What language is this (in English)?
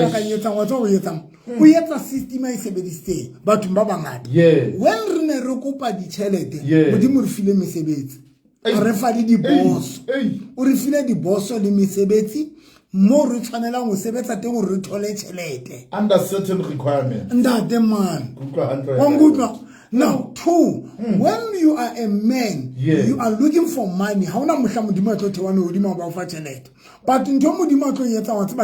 Southern Sotho